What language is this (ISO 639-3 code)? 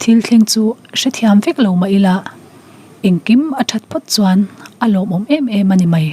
lus